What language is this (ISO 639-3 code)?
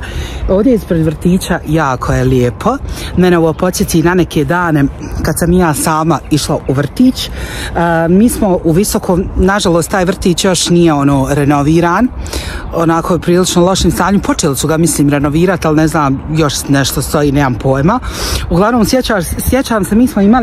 bos